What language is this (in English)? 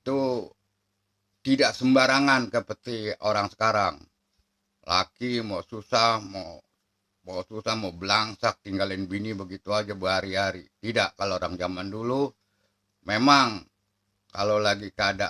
Betawi